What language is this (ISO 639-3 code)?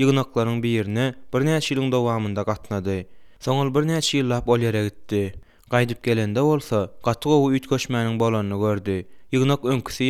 tuk